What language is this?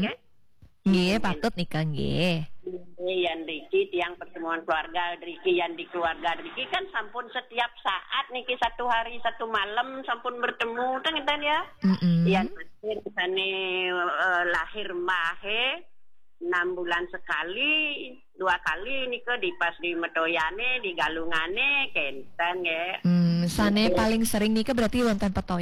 Balinese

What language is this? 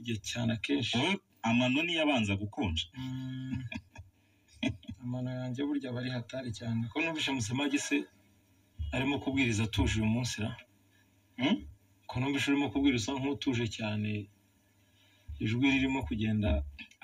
Kinyarwanda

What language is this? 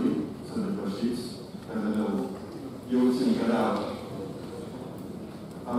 Romanian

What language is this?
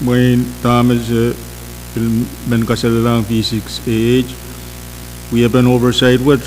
Pohnpeian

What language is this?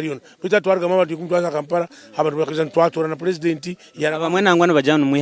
Nyankole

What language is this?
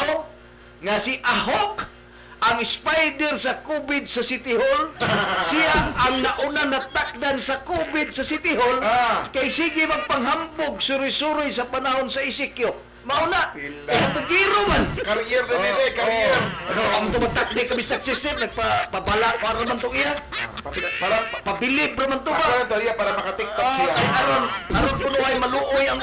Cebuano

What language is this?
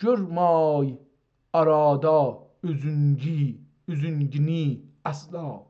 South Azerbaijani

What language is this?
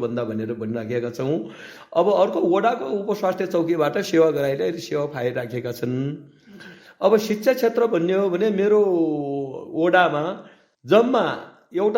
Nepali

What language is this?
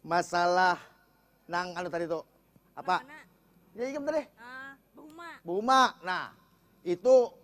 Banjar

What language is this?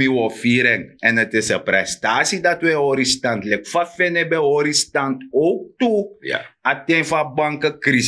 Sranan Tongo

